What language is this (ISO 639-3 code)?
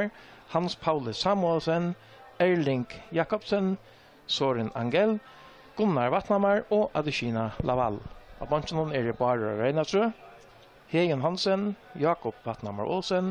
fao